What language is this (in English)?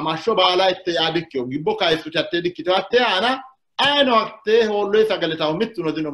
Sidamo